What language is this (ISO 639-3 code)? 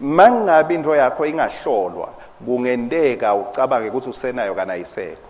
ssw